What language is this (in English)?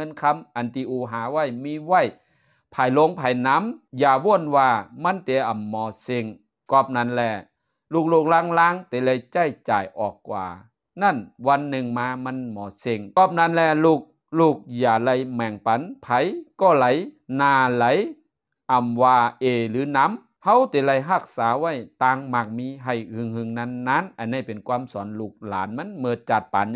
Shan